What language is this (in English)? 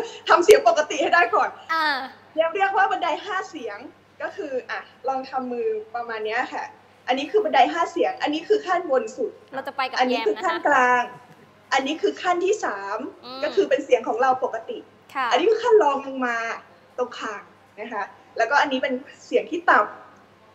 Thai